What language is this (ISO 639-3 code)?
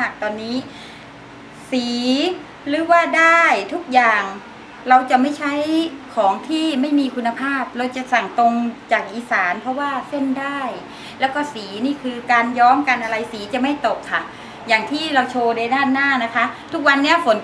tha